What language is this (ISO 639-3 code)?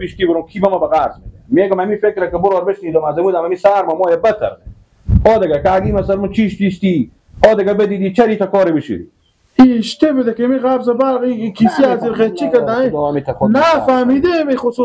fas